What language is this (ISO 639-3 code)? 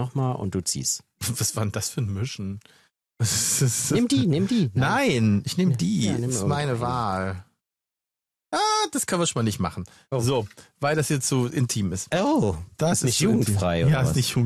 deu